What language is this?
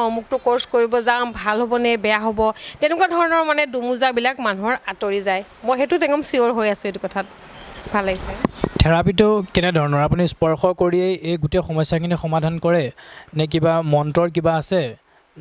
Assamese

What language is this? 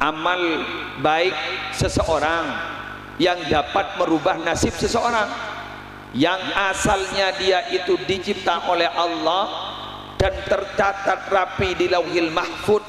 Madurese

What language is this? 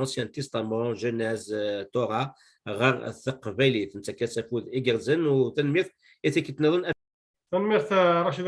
Kabyle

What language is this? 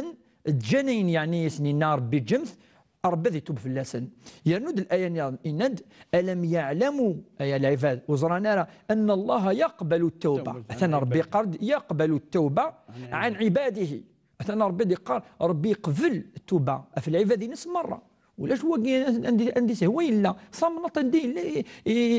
Kabyle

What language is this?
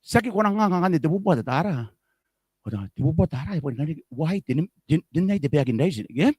Gilbertese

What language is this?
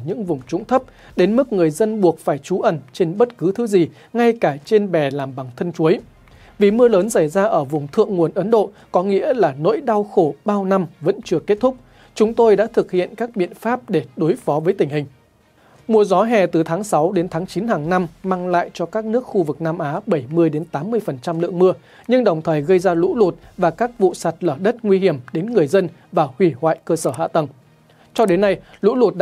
Vietnamese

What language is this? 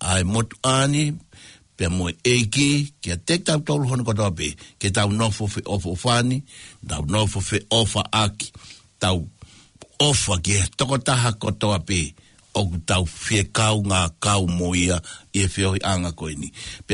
Tongan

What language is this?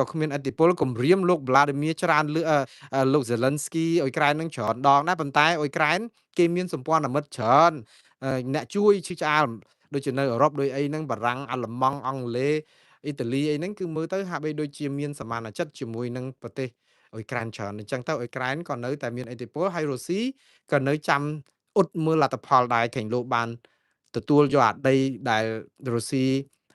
Khmer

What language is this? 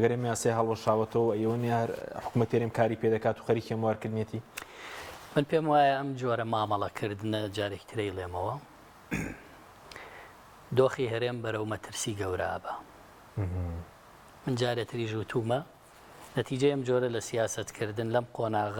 Central Kurdish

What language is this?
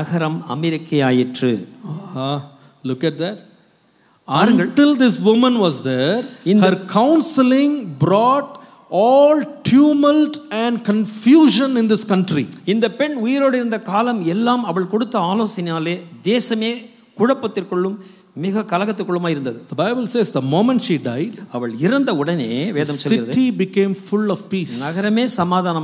Tamil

